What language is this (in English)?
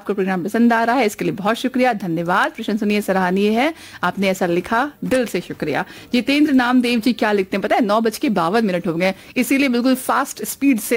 Hindi